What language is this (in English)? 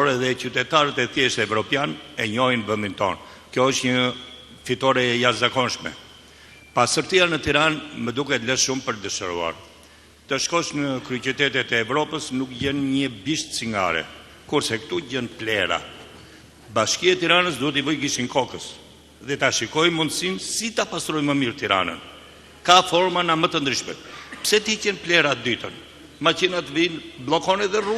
Albanian